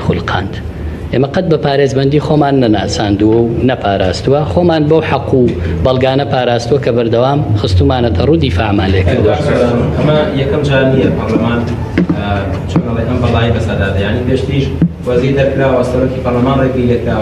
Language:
Central Kurdish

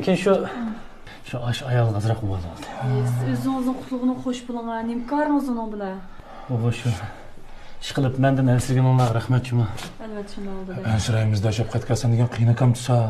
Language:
Uyghur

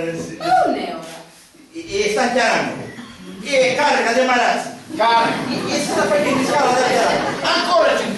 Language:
Sicilian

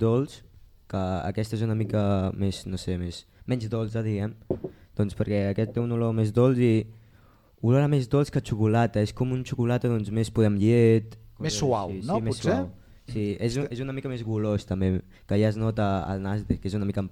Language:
Catalan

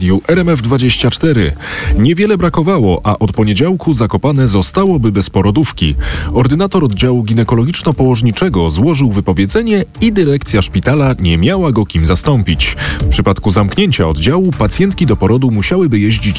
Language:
Polish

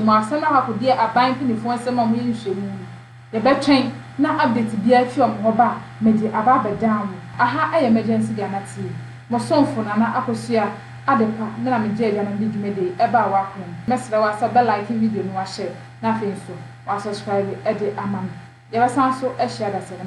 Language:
Akan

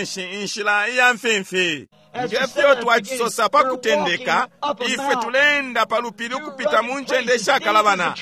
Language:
Bemba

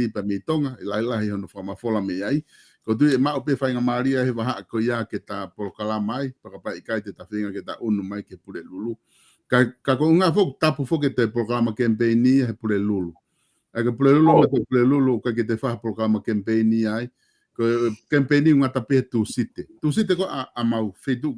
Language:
Tongan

